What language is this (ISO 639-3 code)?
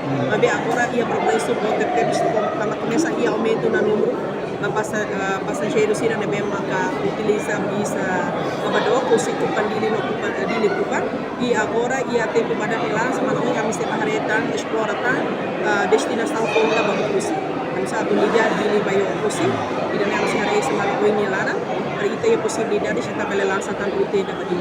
tet